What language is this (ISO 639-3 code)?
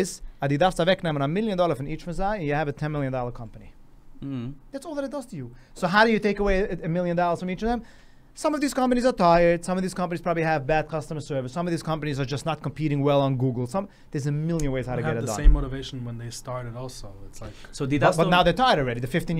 yid